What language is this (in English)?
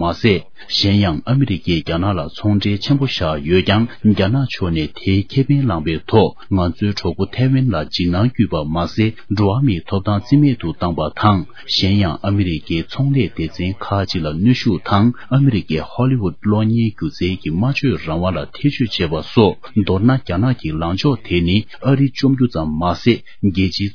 Tibetan